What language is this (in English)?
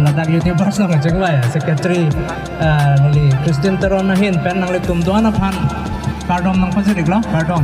Karbi